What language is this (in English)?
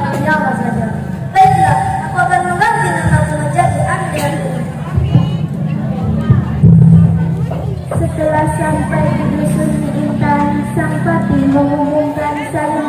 Indonesian